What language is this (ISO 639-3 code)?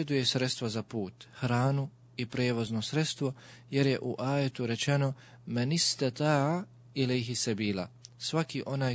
bos